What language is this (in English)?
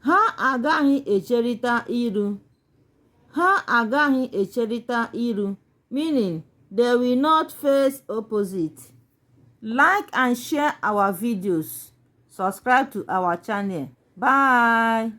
Igbo